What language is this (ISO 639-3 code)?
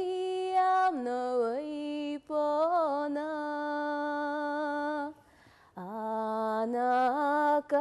udm